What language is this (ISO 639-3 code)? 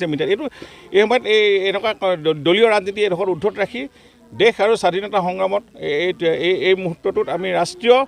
asm